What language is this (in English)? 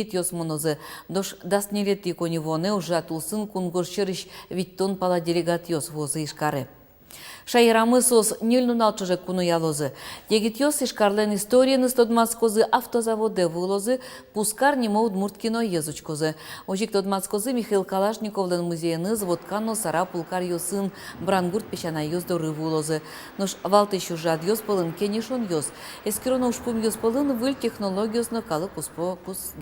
Udmurt